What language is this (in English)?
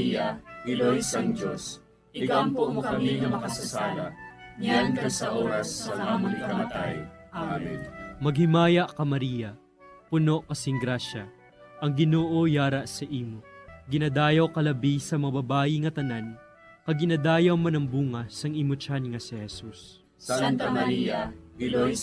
Hiligaynon